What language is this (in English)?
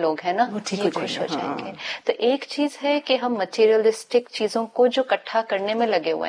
Hindi